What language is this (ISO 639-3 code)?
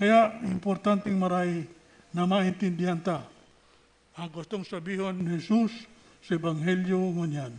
bik